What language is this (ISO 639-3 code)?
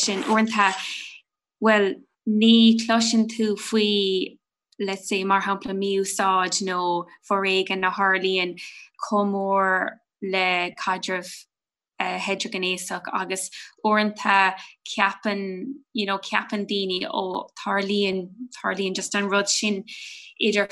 gle